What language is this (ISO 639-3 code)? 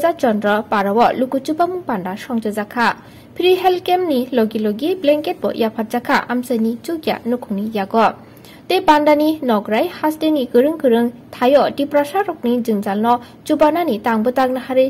trp